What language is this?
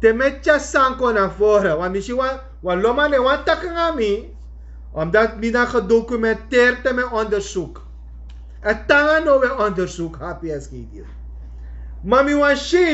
Sranan Tongo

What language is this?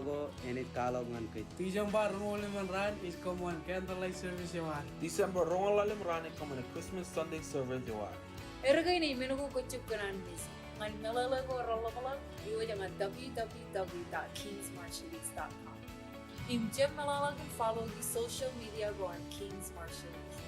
Marshallese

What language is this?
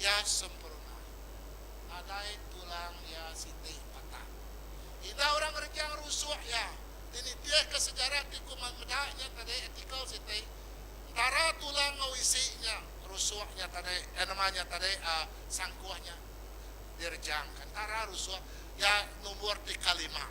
Iban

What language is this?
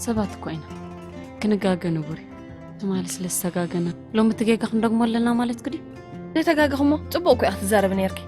Tigrinya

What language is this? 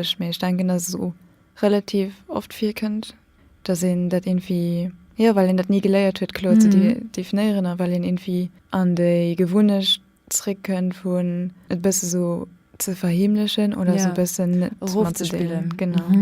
Luxembourgish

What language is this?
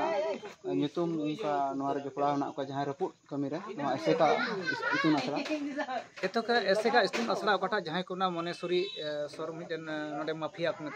Santali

